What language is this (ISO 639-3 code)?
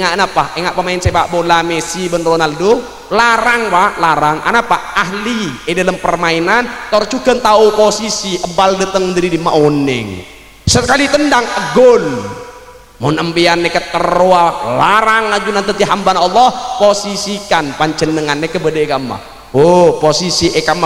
mad